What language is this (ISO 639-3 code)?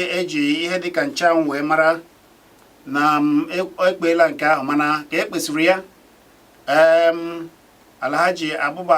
ibo